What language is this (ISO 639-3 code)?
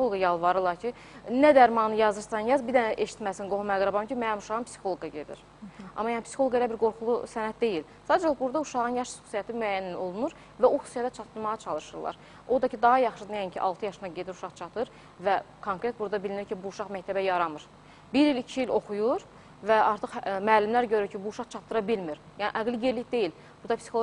aze